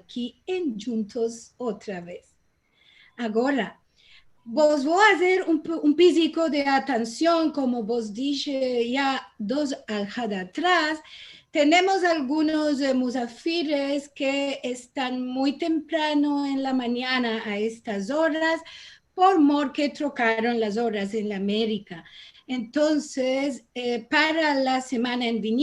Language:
Ladino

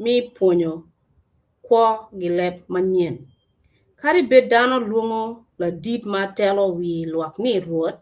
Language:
Acoli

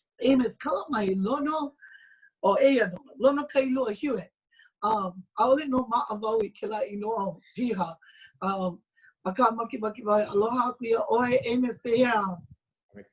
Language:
Hawaiian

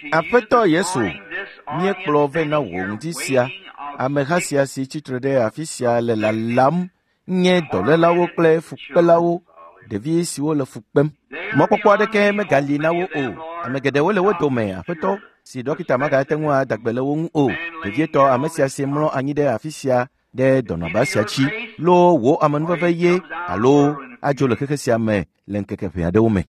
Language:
Ewe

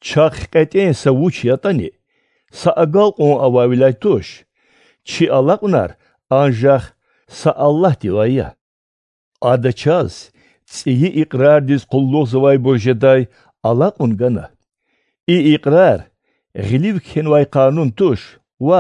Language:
Lezghian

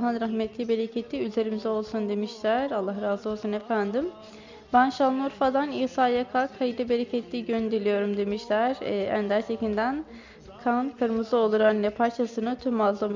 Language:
Turkish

